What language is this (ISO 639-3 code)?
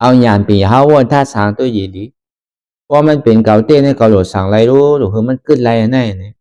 shn